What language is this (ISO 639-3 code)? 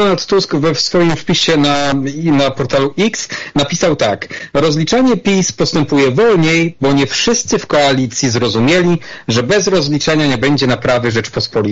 pol